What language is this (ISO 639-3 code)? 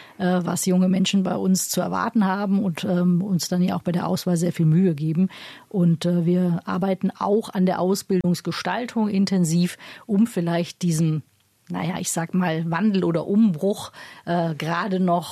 deu